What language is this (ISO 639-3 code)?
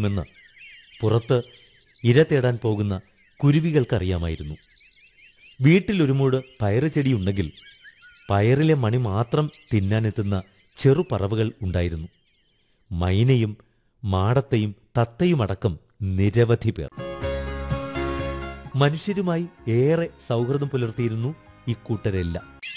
mal